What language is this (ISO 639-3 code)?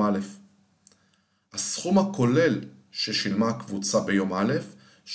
heb